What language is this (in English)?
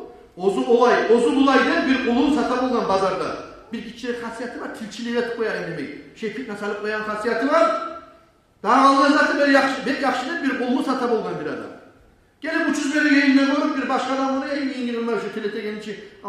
Kumyk